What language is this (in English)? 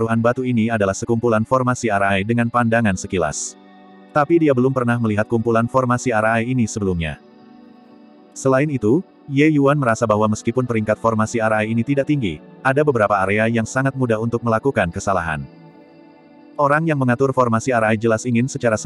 Indonesian